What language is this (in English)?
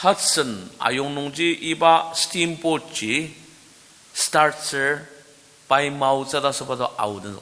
Ao Naga